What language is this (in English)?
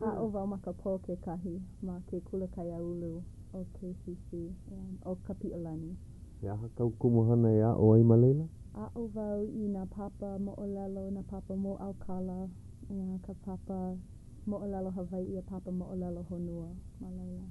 Hawaiian